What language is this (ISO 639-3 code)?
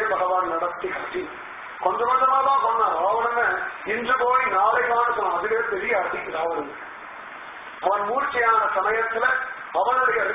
tam